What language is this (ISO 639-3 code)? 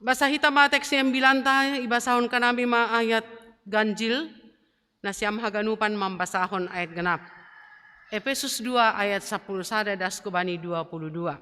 bts